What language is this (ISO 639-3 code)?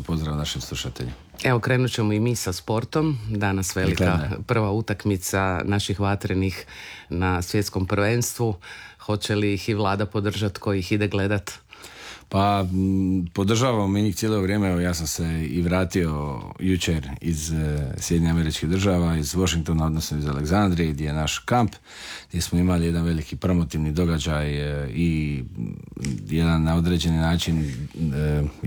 hrv